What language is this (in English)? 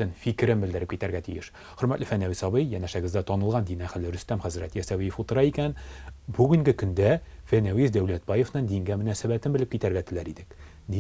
Tatar